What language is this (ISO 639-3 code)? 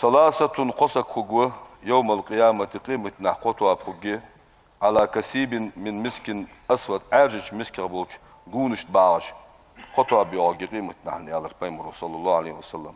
inh